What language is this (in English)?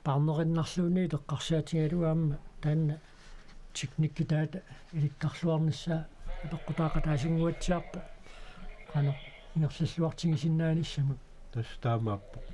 Kalaallisut